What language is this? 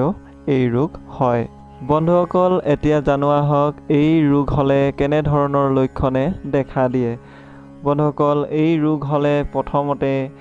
Assamese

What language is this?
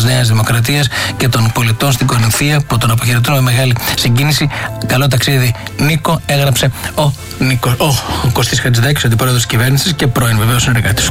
Greek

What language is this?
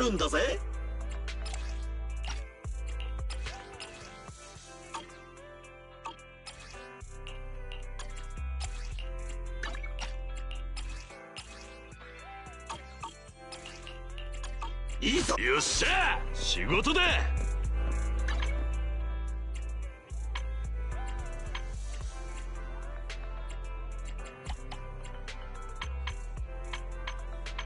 Japanese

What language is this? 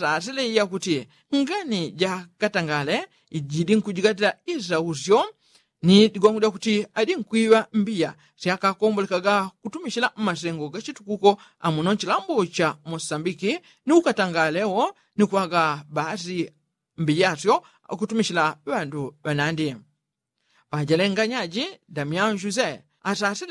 Yao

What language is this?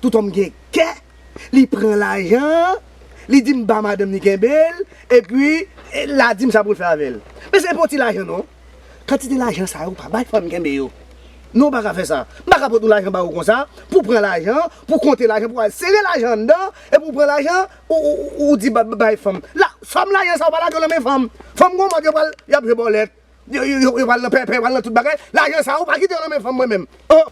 Haitian Creole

